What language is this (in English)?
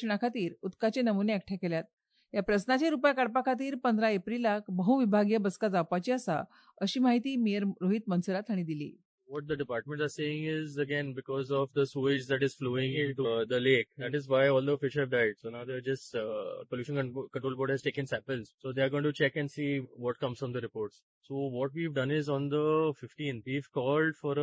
Konkani